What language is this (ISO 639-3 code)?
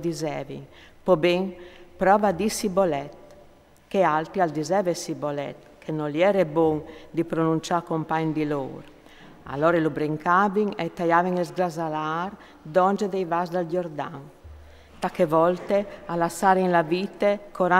fur